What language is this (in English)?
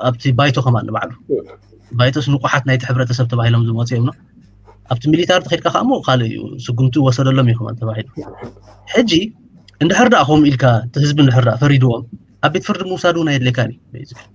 Tigrinya